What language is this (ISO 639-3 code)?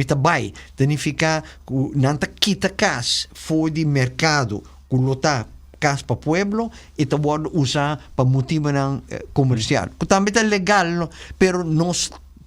pap